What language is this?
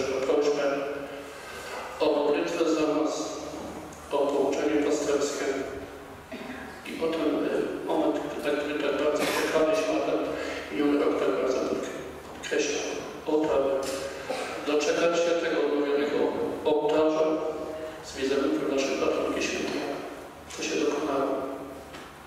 Polish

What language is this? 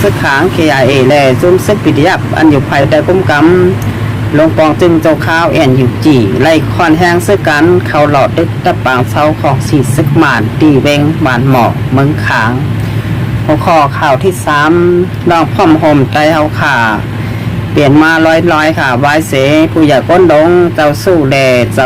Shan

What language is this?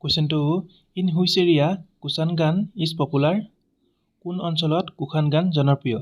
Assamese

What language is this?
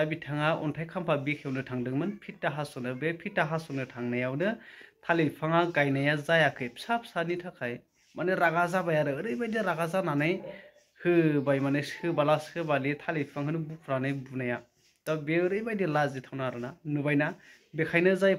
Bodo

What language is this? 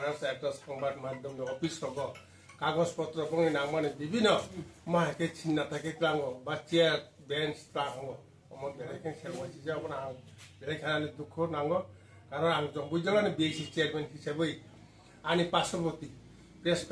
Kok Borok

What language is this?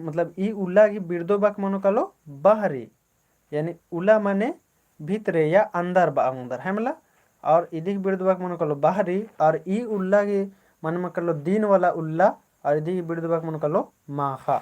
Kurukh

